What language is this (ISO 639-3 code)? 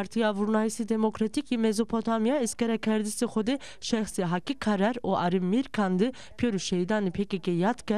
zza